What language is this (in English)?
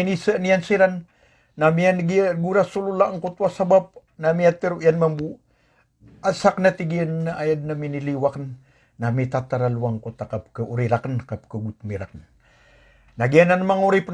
Maranao